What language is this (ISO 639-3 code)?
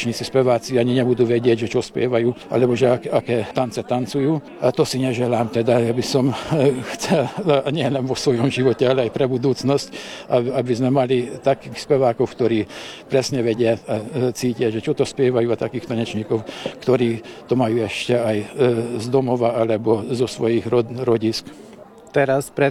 slk